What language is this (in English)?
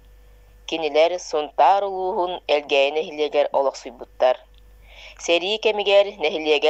Yakut